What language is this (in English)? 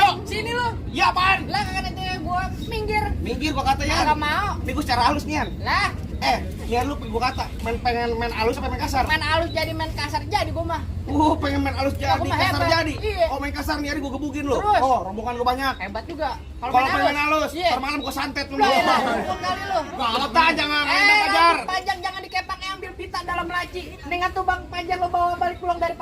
Betawi